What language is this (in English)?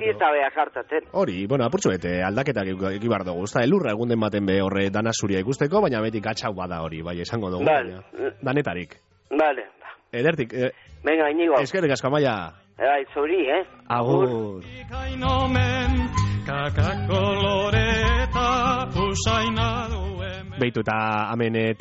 Basque